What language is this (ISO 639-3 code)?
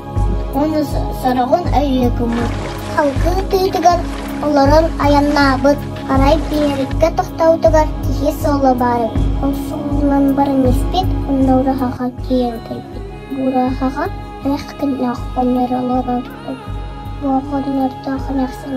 sah